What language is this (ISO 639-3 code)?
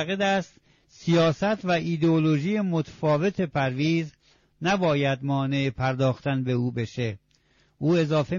fas